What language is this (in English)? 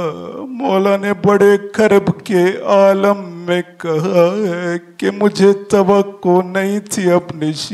Urdu